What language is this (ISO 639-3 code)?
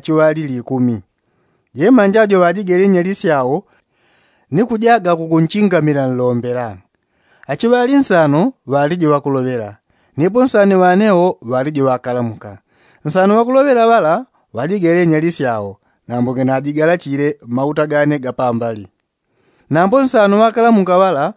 yao